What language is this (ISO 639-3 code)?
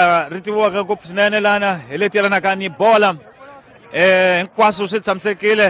tso